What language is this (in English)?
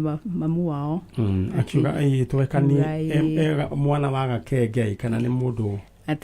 Kikuyu